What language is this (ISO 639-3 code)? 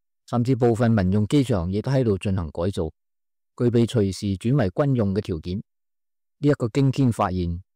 yue